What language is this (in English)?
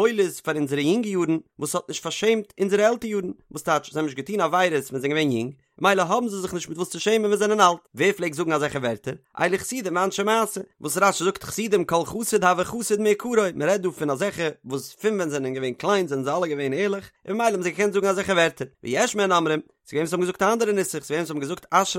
Yiddish